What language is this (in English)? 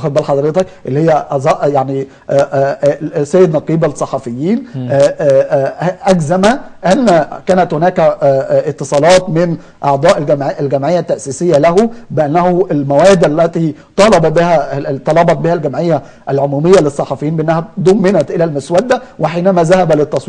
Egyptian Arabic